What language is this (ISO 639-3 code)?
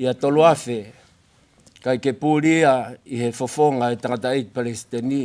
ton